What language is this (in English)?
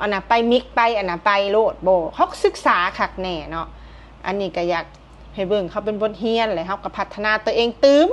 Lao